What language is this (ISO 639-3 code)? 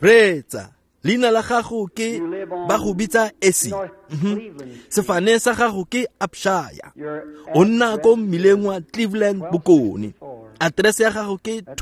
tsn